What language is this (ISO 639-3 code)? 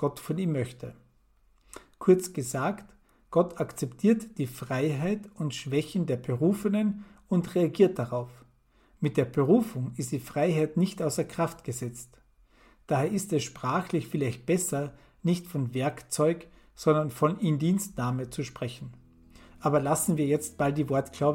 deu